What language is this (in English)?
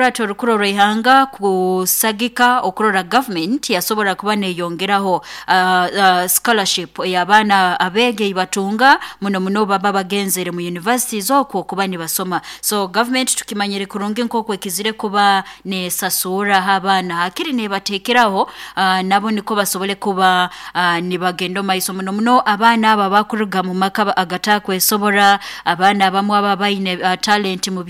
Nyoro